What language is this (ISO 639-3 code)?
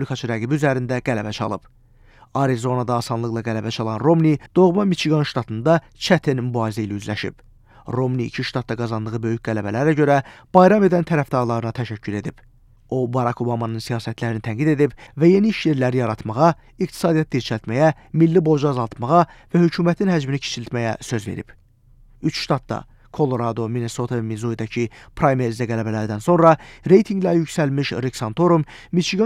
aze